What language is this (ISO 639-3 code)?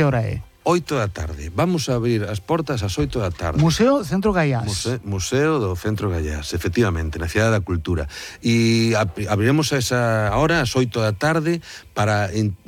glg